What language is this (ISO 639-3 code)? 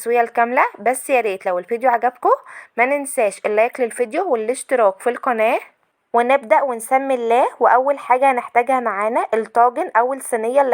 arz